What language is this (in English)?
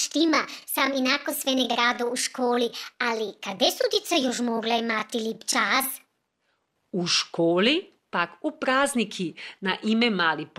Croatian